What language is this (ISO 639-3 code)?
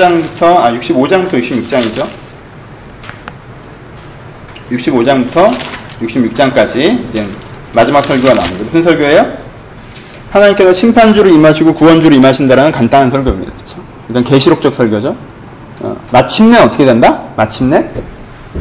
kor